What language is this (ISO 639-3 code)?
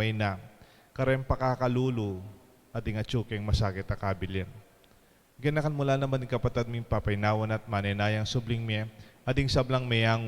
pam